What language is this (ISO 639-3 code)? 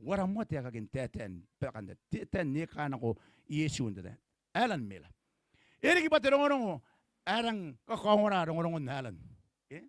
gil